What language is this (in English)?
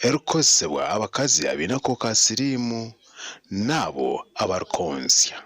Nyankole